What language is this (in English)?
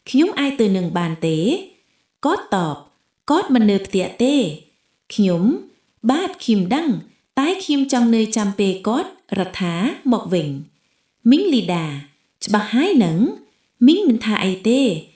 Khmer